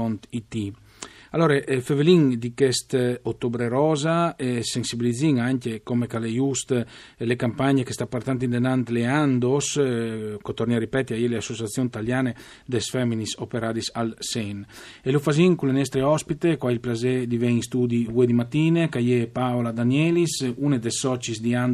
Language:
Friulian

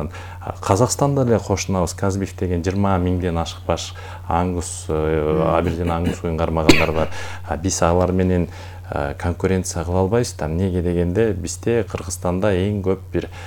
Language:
Kyrgyz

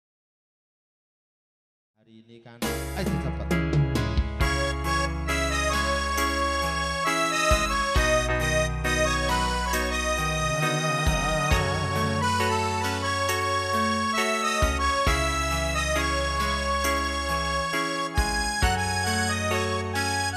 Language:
Indonesian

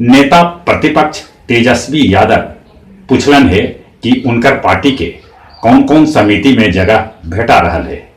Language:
Magahi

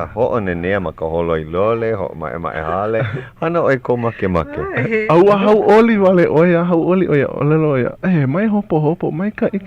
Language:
Hawaiian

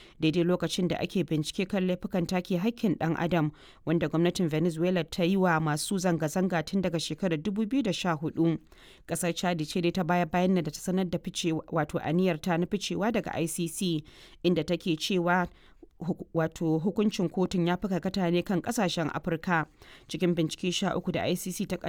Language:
Hausa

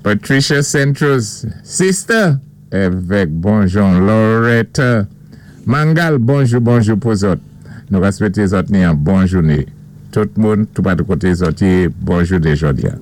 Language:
Saint Lucian Creole French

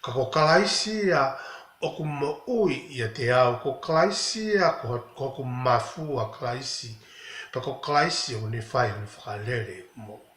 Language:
Tongan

